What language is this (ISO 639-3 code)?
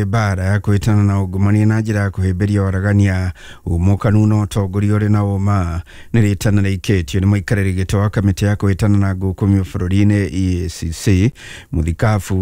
kik